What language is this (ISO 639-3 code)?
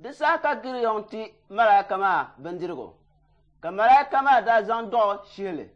dag